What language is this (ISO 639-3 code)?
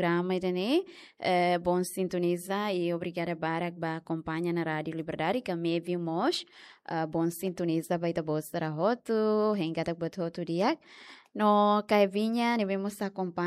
tet